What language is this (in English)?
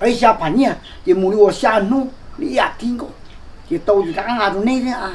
Hmong